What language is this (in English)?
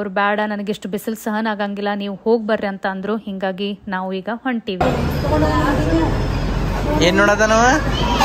Kannada